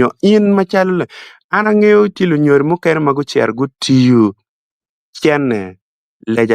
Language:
Acoli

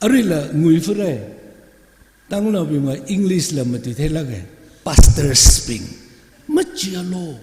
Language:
Tangkhul Naga (India)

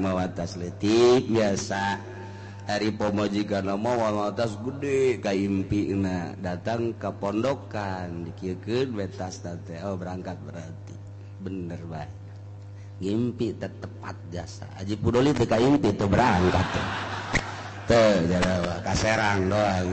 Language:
Sundanese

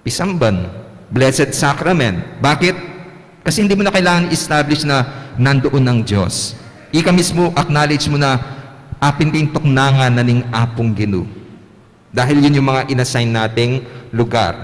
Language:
Pampanga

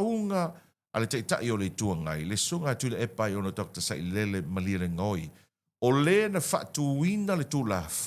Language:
Samoan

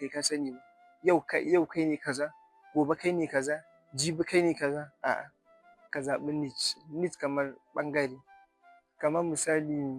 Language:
Hausa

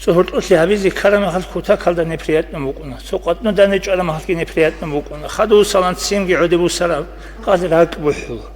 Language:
Avaric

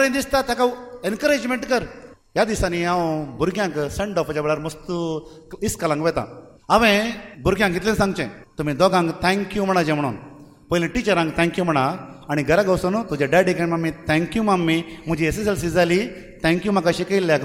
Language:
Konkani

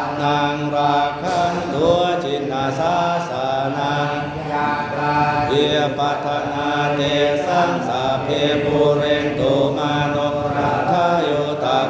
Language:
Pali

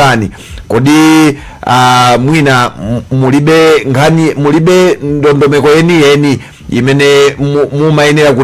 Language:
Nyanja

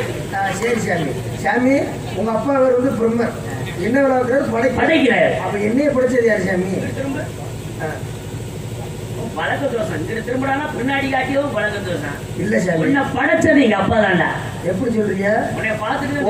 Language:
Tamil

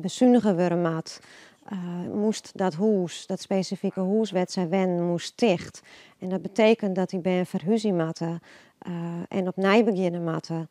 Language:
Western Frisian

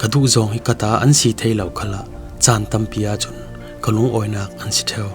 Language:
Falam Chin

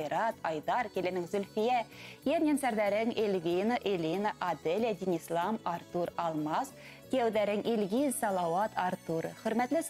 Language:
Bashkir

